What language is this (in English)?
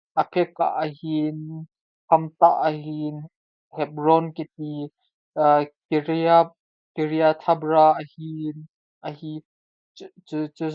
Thado Chin